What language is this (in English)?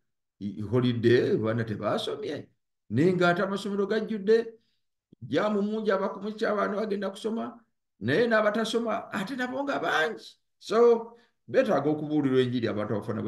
Ganda